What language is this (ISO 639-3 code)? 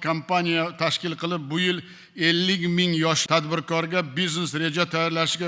uzb